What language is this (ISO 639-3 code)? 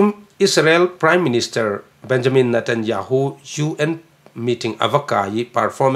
cfm